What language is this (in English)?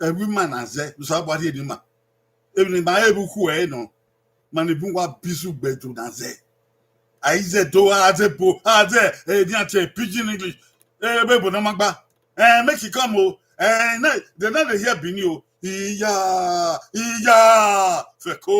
Bini